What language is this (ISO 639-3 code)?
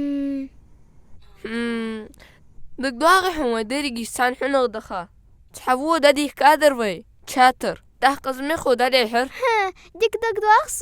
inh